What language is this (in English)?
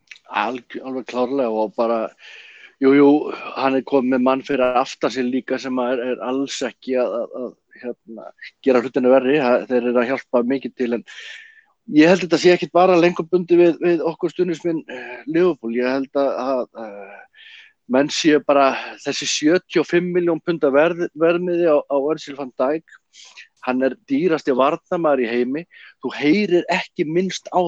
Icelandic